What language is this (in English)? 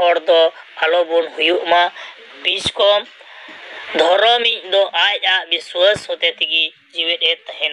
Santali